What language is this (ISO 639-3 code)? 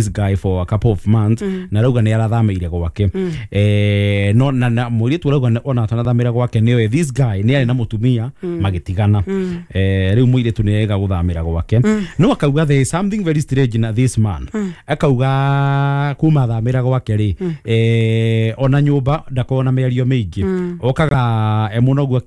kik